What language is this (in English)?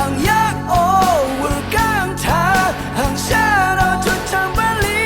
Rawang